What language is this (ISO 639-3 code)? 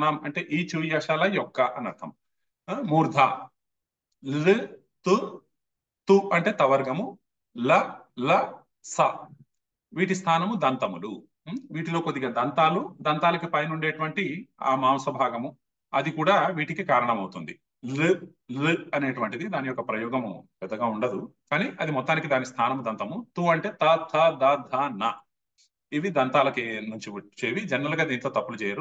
tel